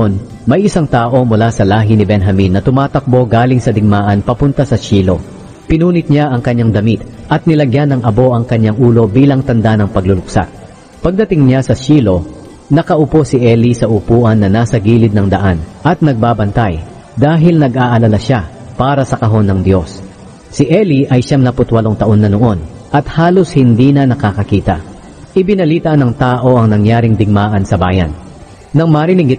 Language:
Filipino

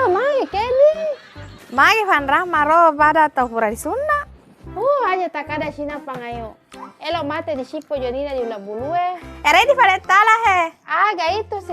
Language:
Buginese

